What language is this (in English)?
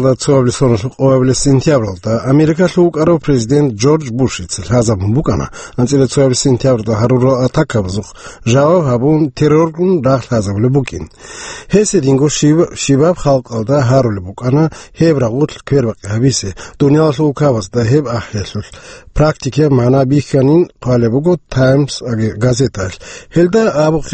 Avaric